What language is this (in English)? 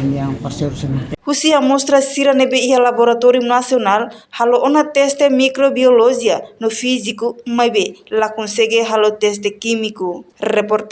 Tetum